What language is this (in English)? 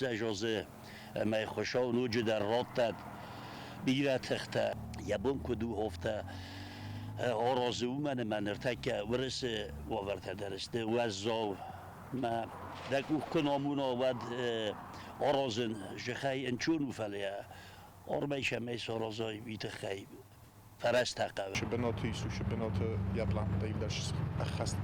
Ossetic